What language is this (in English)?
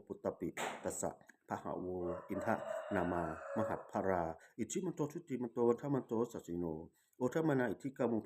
Pali